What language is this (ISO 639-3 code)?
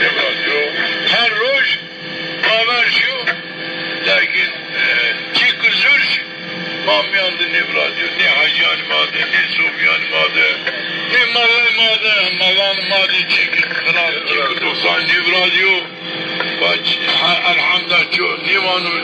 zza